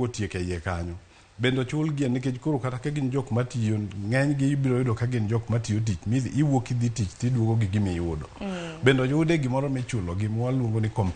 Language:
Luo (Kenya and Tanzania)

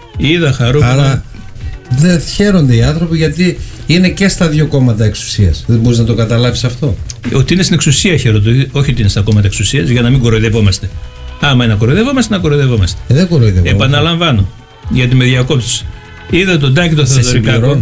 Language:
Greek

